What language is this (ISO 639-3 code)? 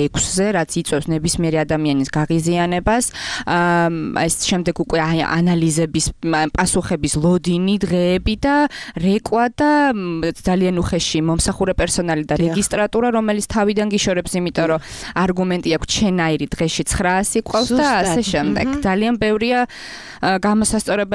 kat